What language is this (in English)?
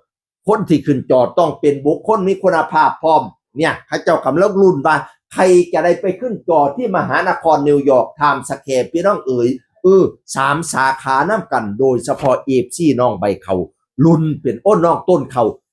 Northeastern Thai